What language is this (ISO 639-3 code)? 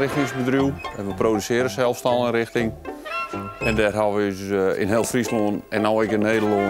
fry